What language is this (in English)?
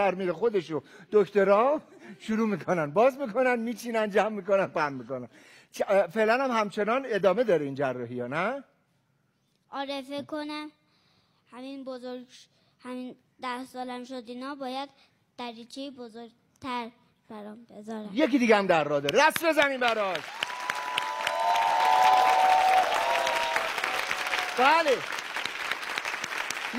Persian